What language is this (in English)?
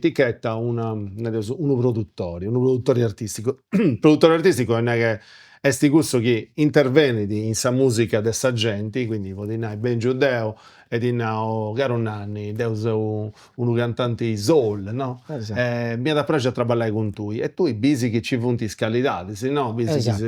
Sardinian